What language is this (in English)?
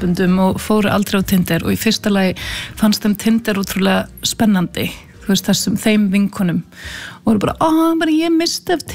Icelandic